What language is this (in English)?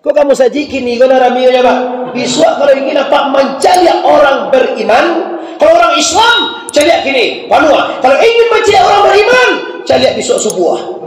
Minangkabau